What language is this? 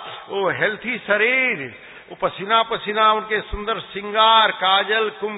Hindi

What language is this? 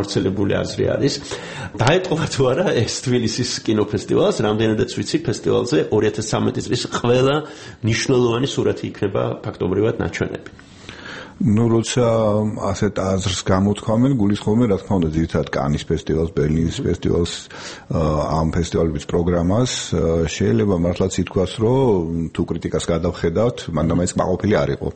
Georgian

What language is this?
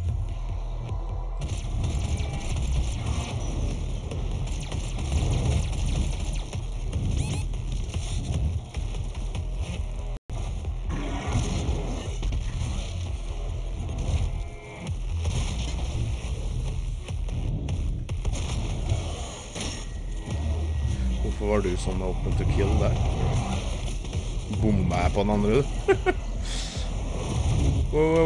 Norwegian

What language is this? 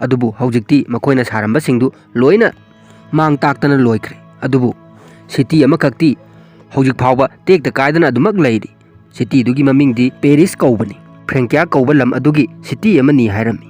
Manipuri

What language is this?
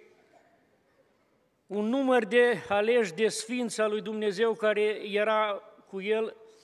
Romanian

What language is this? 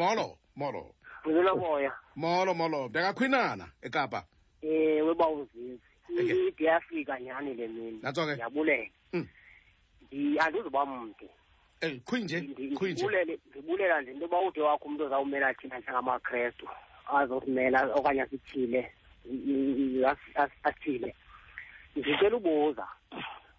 Xhosa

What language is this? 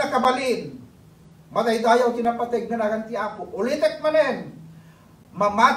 Iloko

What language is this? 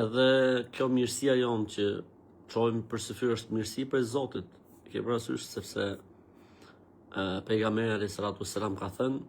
Albanian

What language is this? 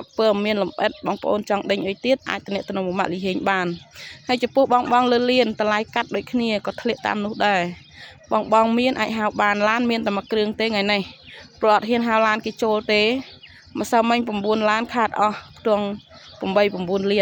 Khmer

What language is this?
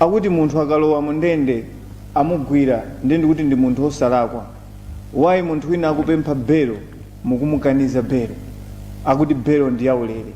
Nyanja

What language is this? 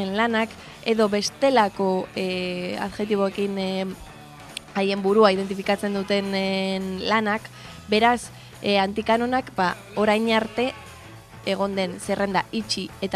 Basque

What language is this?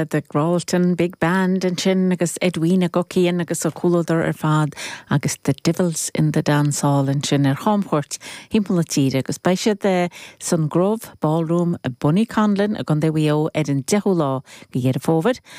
Irish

